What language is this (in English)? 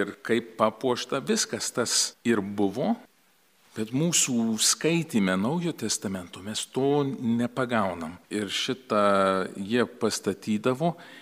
Lithuanian